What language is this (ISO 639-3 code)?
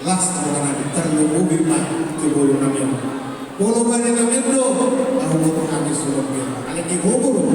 bbc